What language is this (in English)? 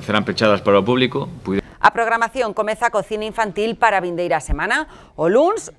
Galician